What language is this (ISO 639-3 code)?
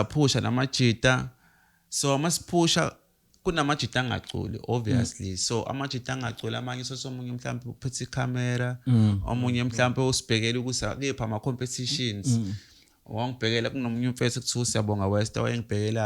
zul